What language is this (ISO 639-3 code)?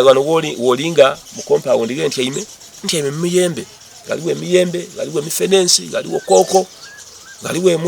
xog